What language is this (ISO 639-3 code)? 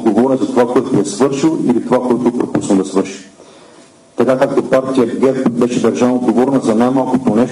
bul